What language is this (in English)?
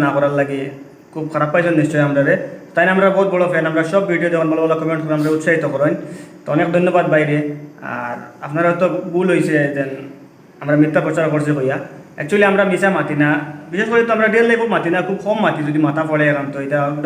Sylheti